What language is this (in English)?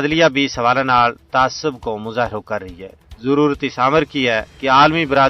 Gujari